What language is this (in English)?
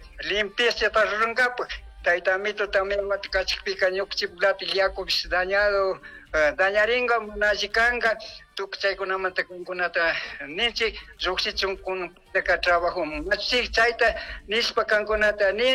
Chimborazo Highland Quichua